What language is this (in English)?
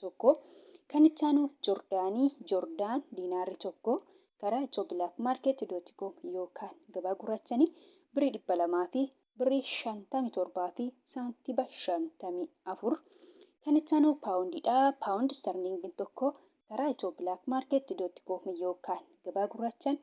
Oromo